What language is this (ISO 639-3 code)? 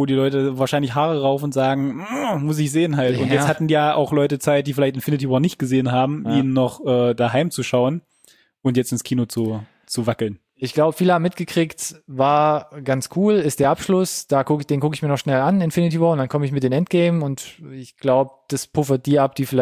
deu